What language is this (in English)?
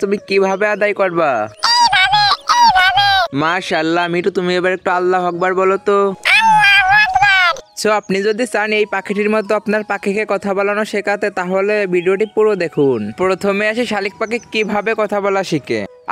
Bangla